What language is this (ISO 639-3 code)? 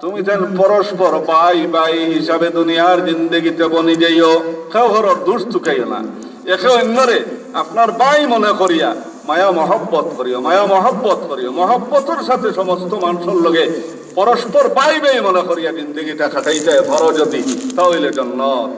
syl